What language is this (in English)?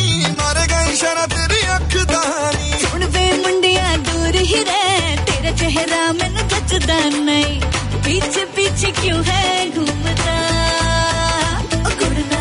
Punjabi